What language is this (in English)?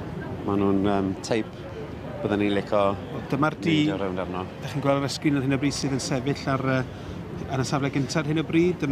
Welsh